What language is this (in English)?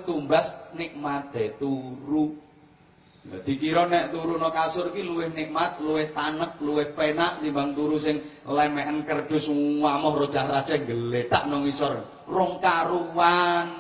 Javanese